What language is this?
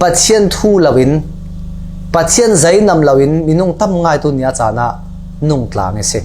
Falam Chin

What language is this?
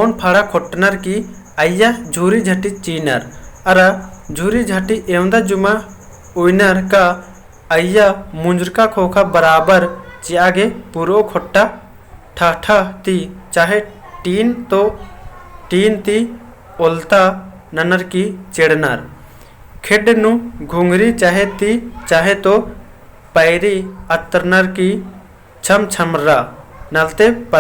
Kurukh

